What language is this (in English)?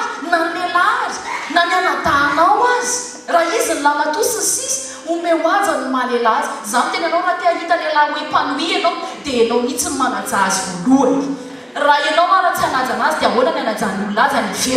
Malagasy